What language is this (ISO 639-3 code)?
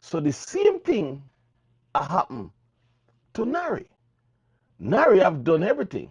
jam